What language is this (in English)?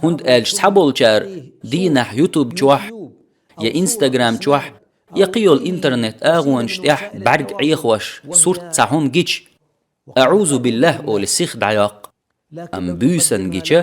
Chechen